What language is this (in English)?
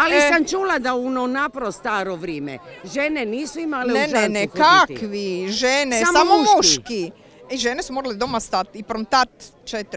Croatian